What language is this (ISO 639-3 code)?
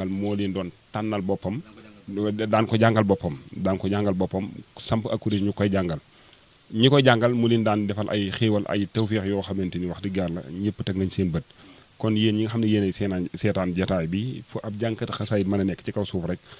wol